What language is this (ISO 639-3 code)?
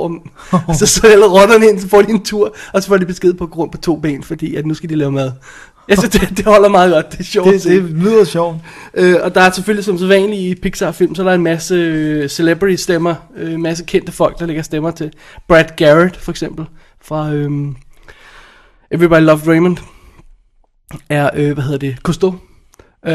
dan